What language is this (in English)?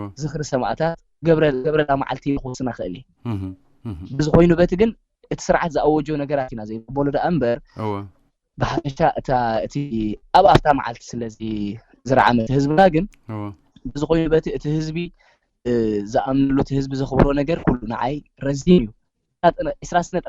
Tigrinya